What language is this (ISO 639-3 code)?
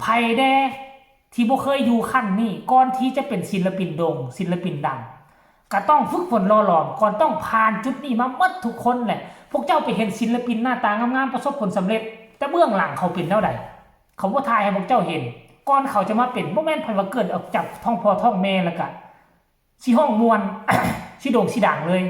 tts